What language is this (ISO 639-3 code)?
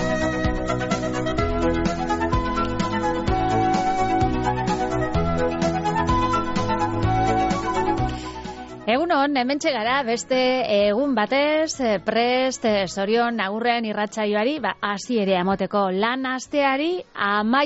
eus